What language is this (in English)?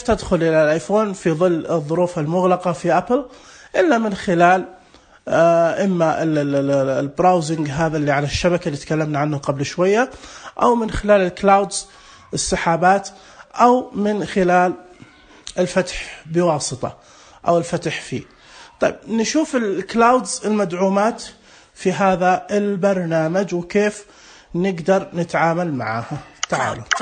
Najdi Arabic